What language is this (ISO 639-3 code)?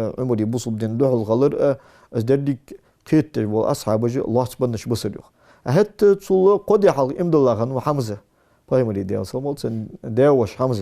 inh